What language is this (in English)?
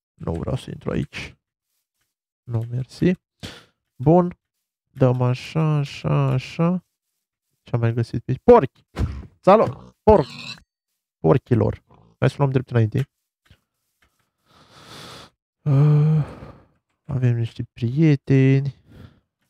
Romanian